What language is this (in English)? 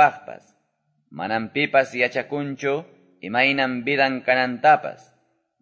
Quechua